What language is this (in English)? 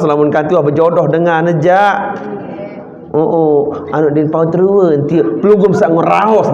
Sasak